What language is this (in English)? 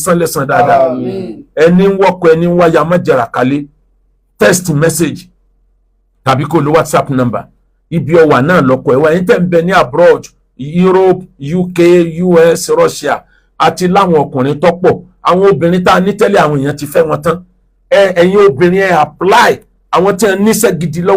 Yoruba